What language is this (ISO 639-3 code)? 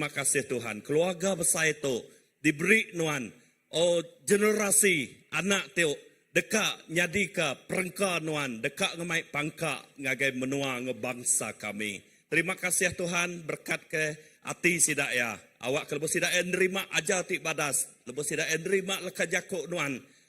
iba